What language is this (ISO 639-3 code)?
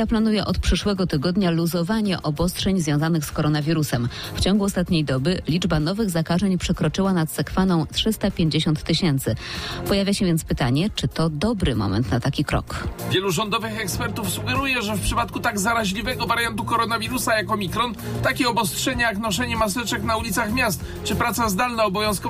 pol